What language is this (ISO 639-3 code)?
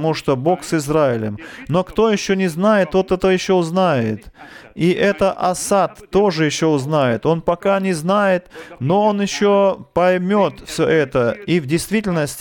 rus